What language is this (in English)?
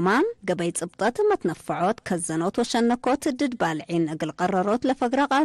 Tigre